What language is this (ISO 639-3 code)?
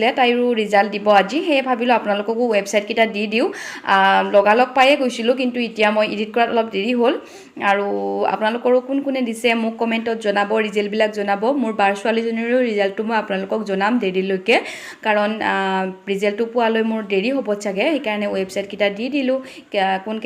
asm